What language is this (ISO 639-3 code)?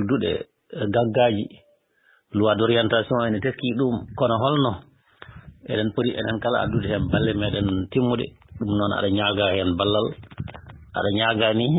ful